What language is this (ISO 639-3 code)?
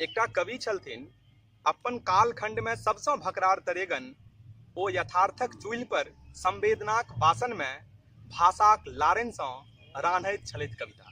mai